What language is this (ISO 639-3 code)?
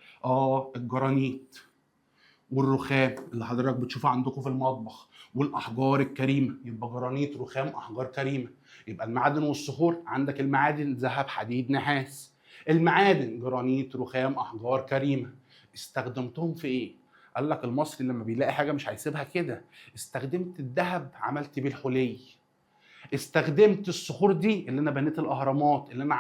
arz